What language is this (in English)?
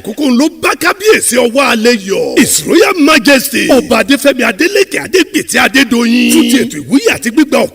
Yoruba